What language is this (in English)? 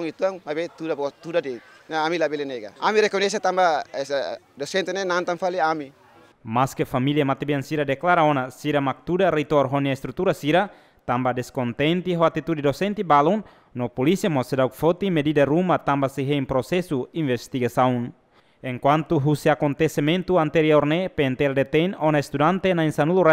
Tetum